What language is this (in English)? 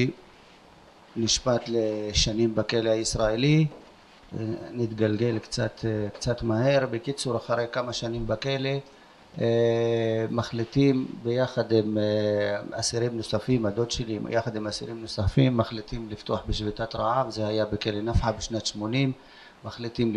Hebrew